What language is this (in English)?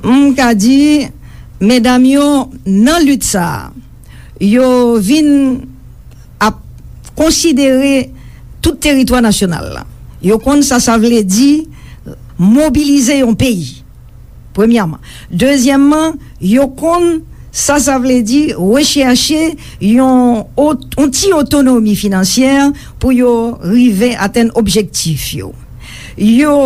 Haitian Creole